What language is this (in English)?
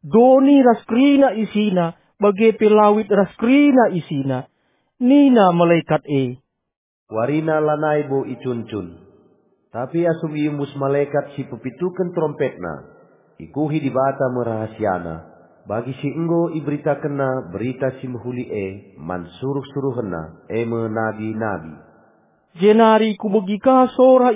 Batak Karo